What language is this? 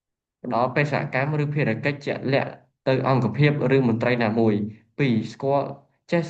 Khmer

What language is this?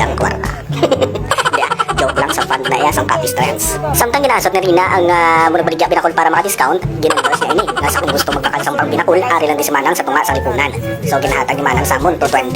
Hiligaynon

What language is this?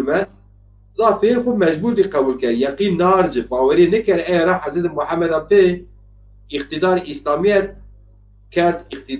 Zaza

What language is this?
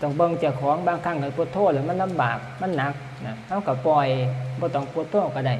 Northeastern Thai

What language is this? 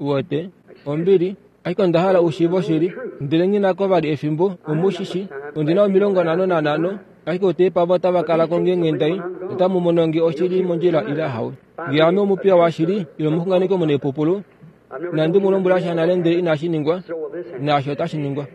Kuanyama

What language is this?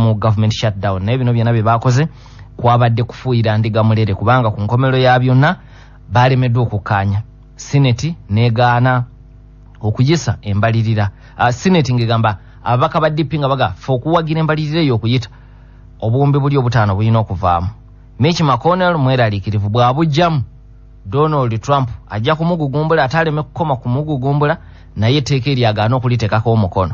Ganda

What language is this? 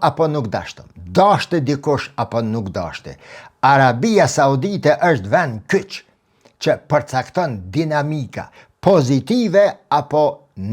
Albanian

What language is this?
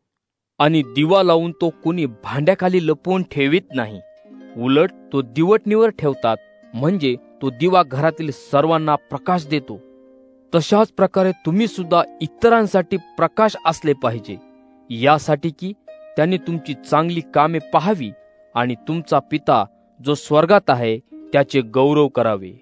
Marathi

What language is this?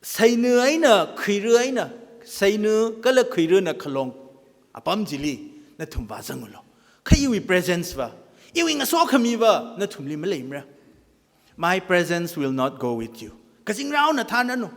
Tangkhul Naga (India)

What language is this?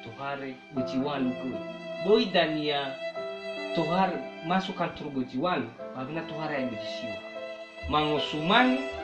Nias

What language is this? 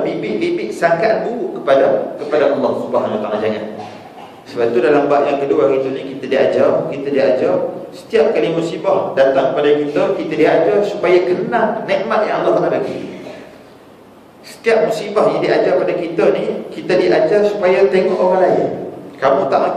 Malay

